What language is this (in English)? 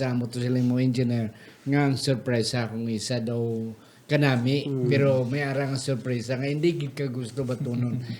Hiligaynon